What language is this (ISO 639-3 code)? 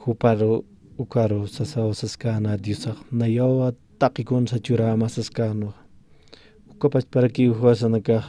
aym